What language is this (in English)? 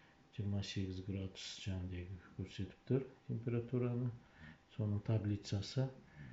Kazakh